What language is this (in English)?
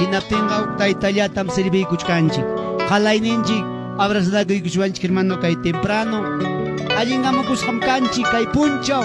Ayacucho Quechua